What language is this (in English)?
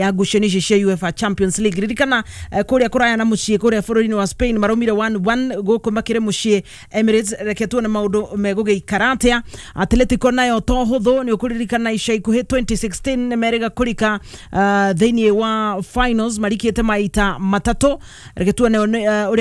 Kikuyu